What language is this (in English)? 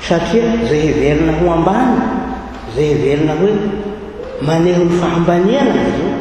Malagasy